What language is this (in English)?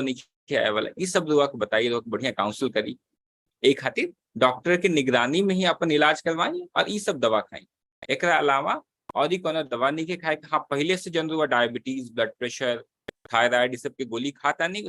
Bhojpuri